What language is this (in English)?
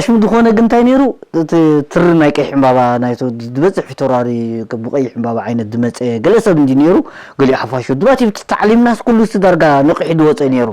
Tigrinya